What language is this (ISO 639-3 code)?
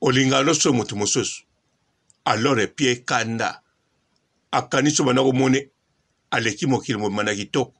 lin